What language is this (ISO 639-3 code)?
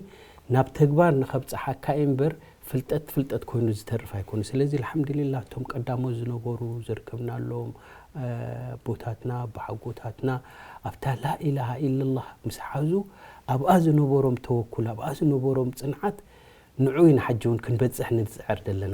tir